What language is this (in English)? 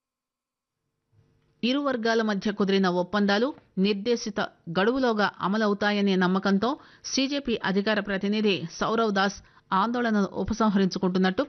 Telugu